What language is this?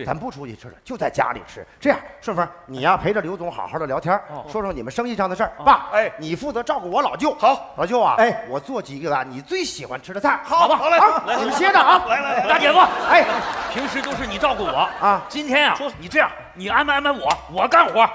Chinese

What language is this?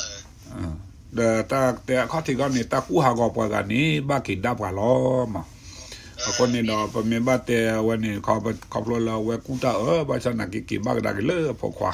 S'gaw Karen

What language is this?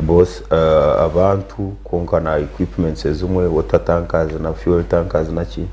Nyankole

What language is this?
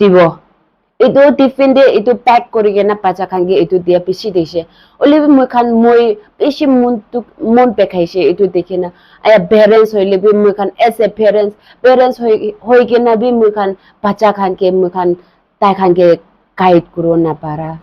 Naga Pidgin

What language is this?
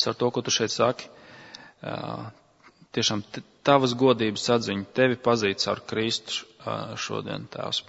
Latvian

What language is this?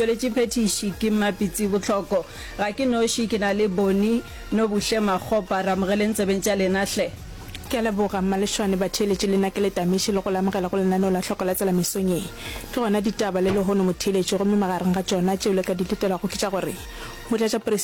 Northern Sotho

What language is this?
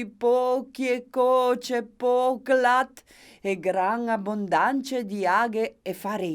Friulian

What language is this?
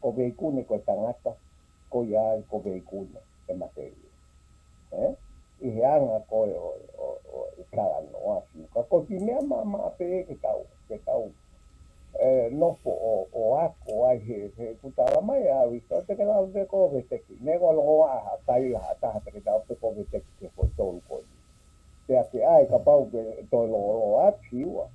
Tongan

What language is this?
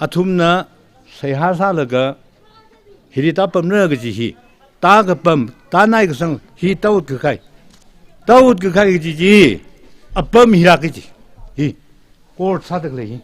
Tangkhul Naga (India)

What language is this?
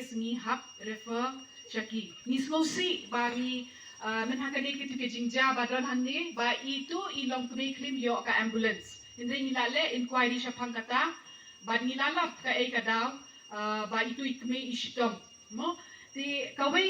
Khasi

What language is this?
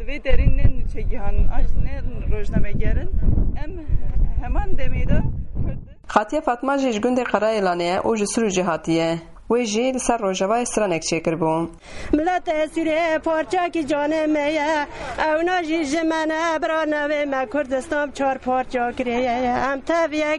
Kurdish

